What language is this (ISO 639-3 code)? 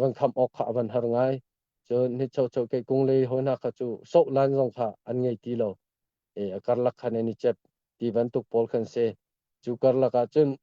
cnh